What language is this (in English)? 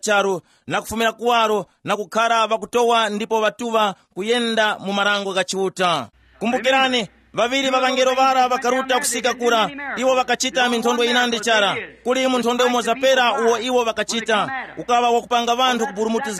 Tumbuka